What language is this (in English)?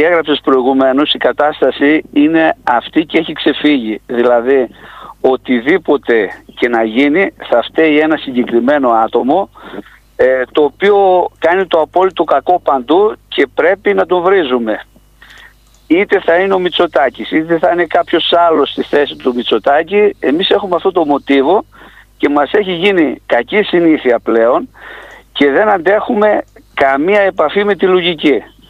Greek